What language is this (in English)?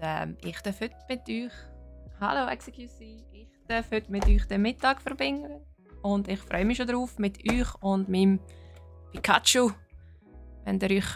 Swiss German